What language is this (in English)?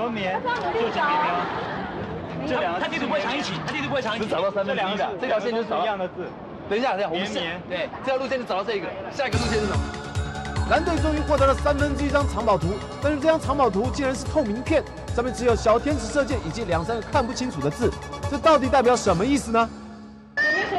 Chinese